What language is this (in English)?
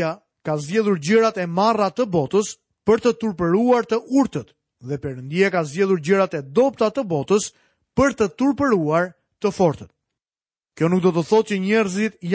Albanian